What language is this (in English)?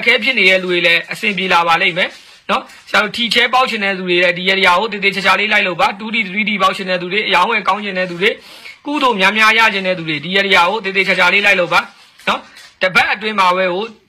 Burmese